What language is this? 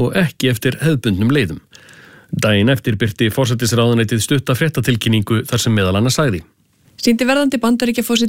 Icelandic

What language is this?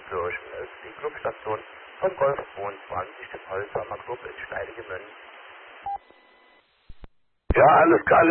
German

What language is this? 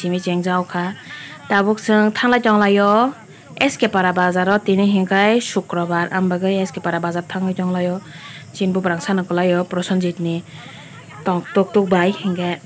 Kok Borok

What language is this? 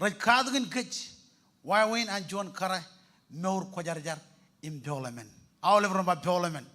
Marshallese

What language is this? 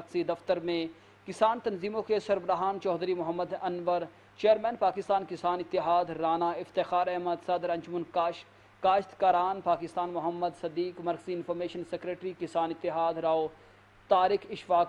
Urdu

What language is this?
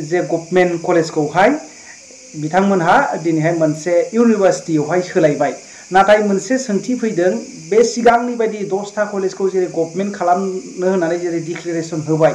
Bodo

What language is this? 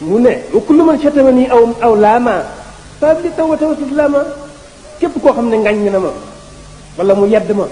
Wolof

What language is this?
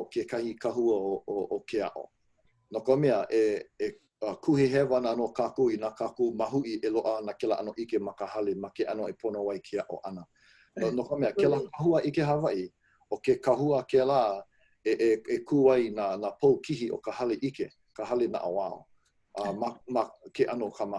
Hawaiian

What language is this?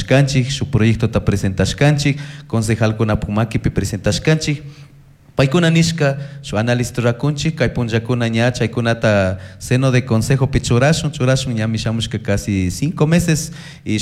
Chimborazo Highland Quichua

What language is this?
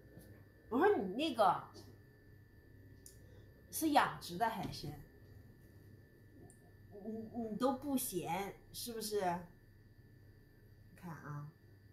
Chinese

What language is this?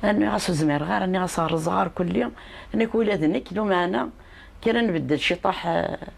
Kabyle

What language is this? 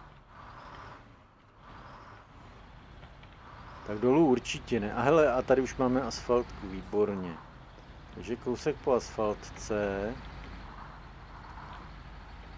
Czech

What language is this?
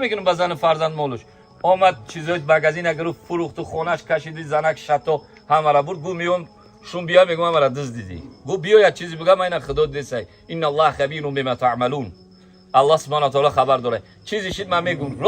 Tajik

